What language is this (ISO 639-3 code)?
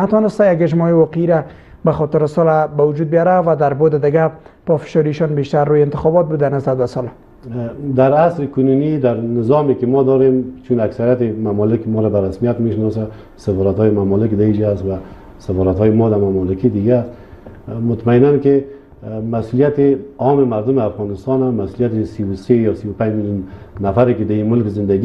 fas